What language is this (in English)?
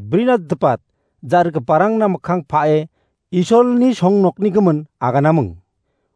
Garo